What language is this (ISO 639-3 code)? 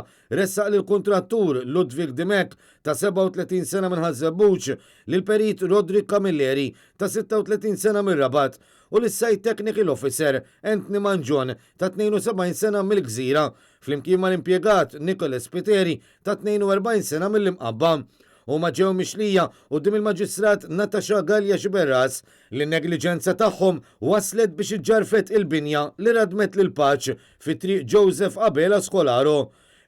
mlt